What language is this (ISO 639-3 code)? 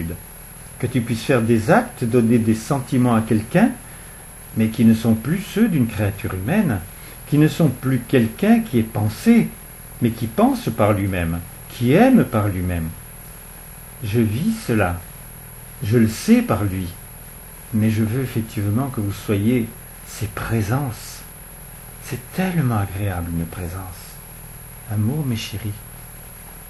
fra